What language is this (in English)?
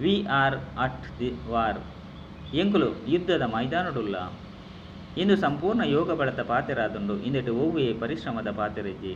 Tulu